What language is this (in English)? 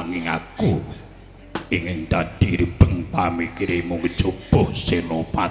Javanese